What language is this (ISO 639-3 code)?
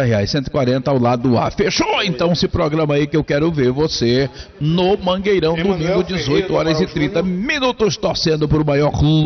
por